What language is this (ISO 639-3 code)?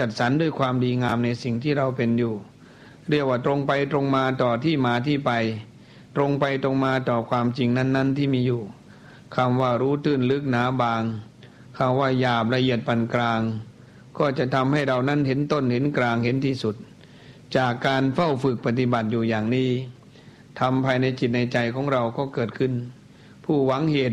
tha